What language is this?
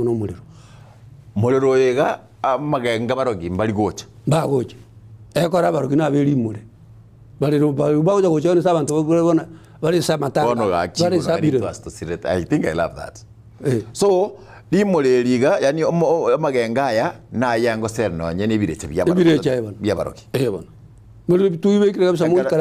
Gusii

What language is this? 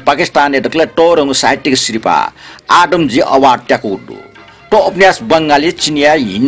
Newari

